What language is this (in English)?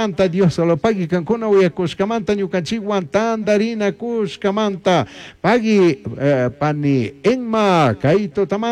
Chimborazo Highland Quichua